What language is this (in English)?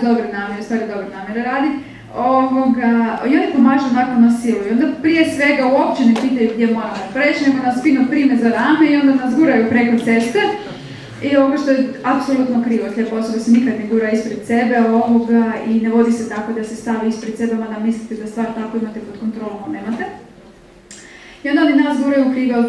Croatian